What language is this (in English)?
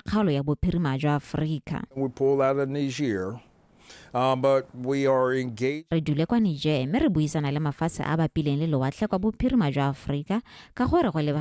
Tswana